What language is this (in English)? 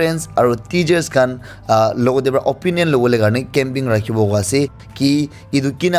Naga Pidgin